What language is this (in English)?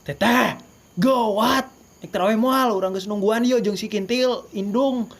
Sundanese